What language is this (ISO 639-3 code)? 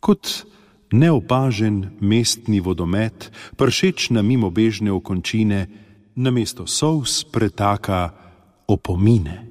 slv